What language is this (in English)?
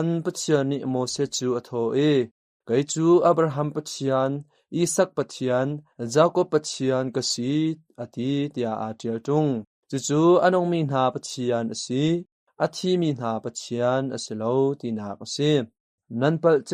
Hakha Chin